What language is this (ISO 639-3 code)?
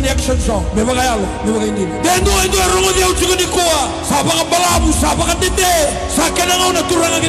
fij